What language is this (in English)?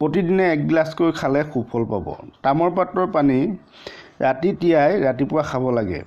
Assamese